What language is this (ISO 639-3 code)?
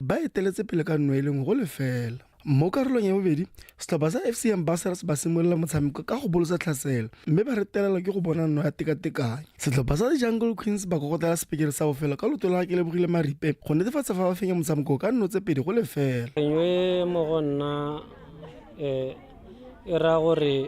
tsn